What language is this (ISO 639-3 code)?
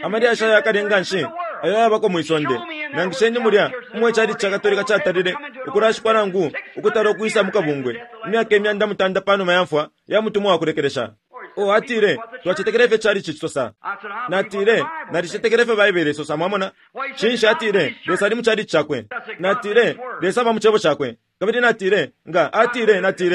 bem